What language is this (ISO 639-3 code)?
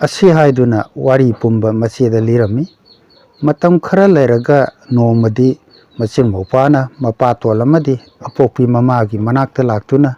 mni